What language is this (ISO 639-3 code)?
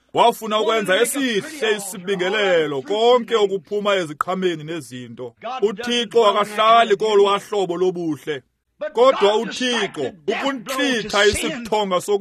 xho